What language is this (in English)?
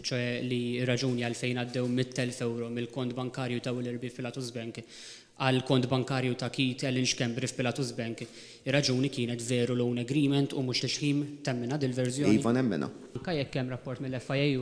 Maltese